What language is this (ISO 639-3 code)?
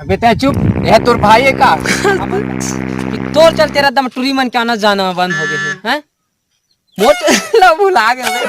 hne